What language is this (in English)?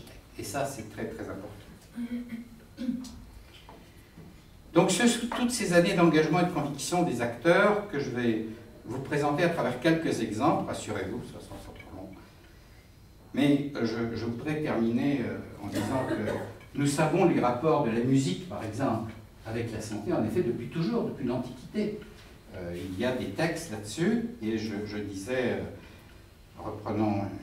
French